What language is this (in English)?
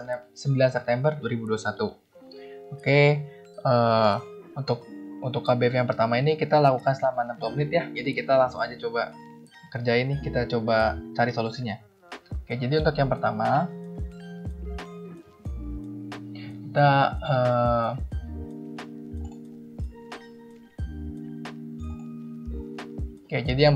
Indonesian